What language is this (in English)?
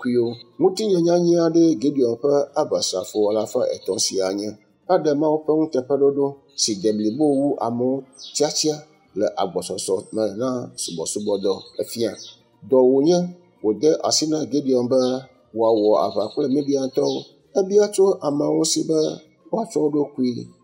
Ewe